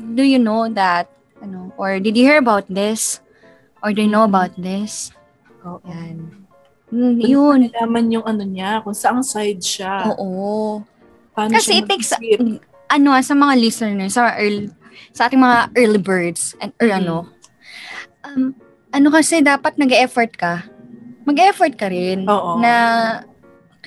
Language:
Filipino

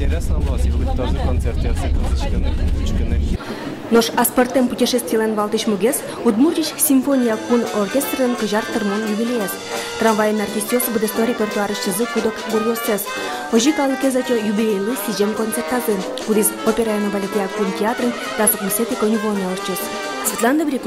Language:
Udmurt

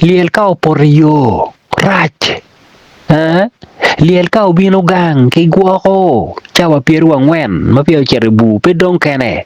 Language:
Acoli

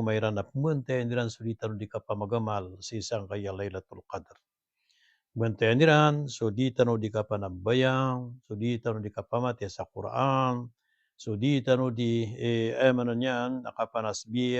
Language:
Maranao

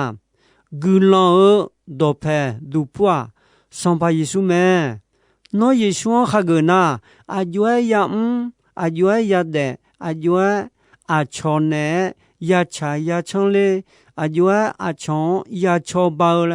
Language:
Akha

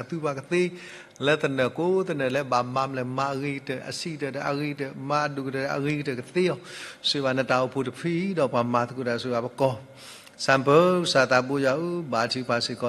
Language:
S'gaw Karen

